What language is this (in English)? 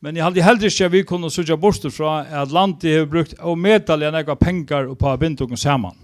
Faroese